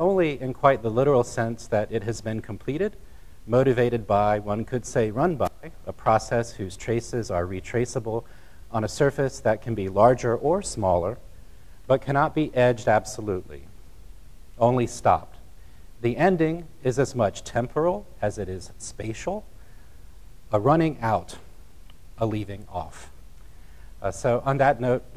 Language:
English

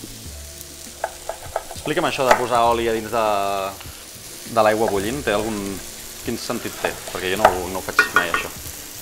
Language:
Catalan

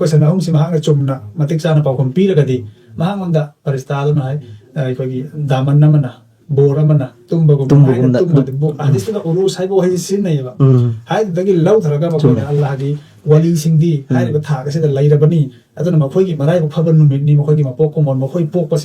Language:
Manipuri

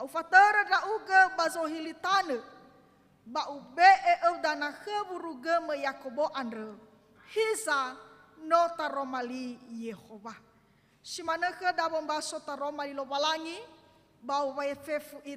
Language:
Nias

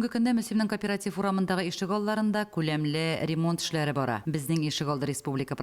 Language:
Tatar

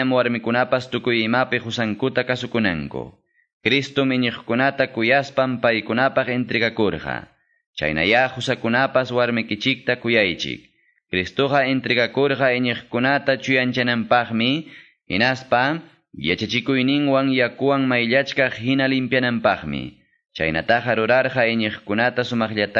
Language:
Quechua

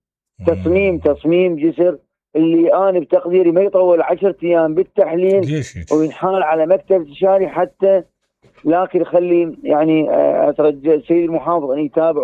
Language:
Mesopotamian Arabic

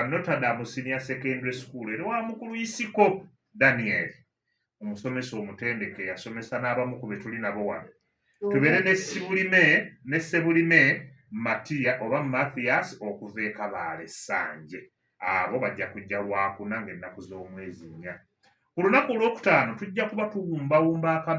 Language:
Ganda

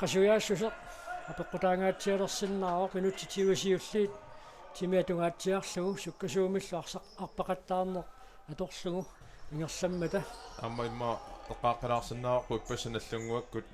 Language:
Kalaallisut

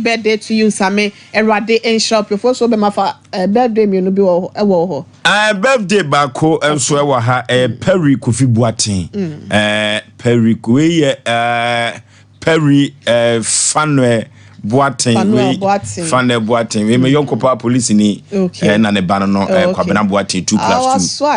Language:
Akan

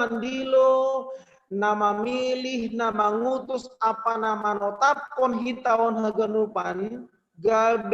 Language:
Batak Simalungun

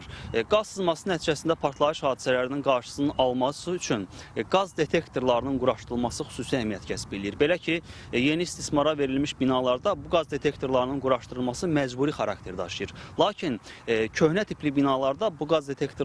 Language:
Azerbaijani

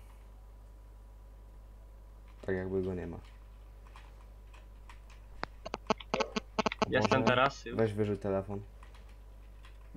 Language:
Polish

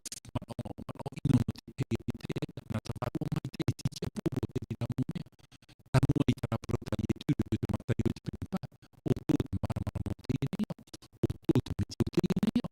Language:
Tahitian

